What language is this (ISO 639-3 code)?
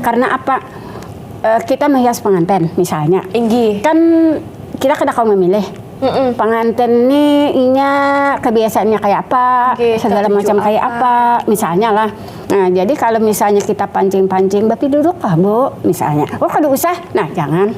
bjn